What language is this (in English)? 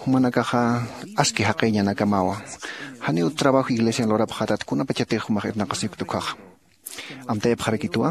Aymara